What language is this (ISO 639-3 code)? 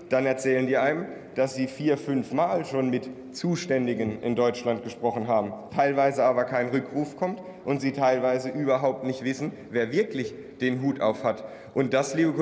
deu